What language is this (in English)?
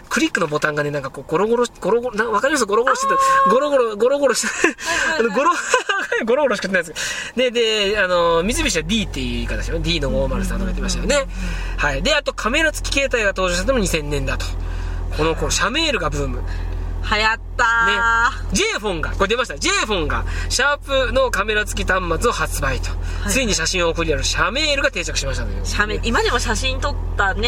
Japanese